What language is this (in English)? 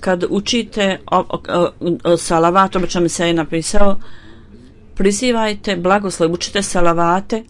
Bosnian